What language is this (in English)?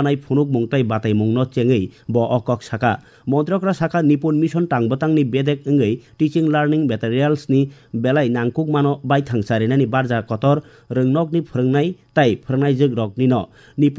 Kok Borok